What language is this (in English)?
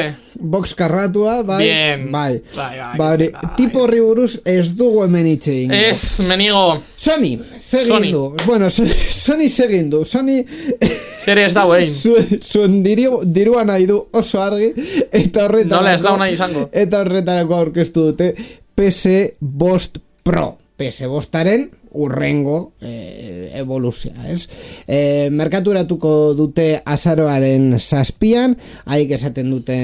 Basque